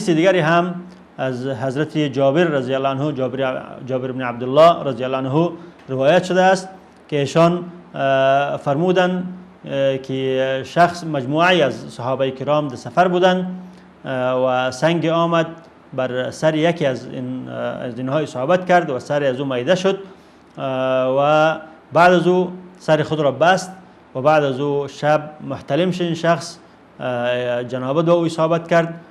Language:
Persian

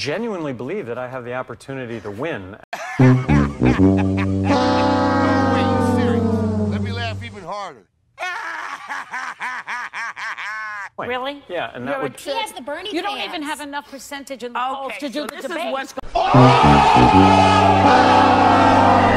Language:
English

